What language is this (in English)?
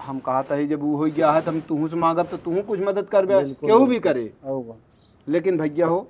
Awadhi